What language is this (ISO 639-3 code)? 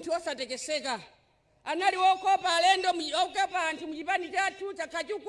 nya